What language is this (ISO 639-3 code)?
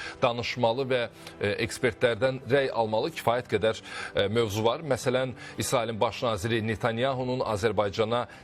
aze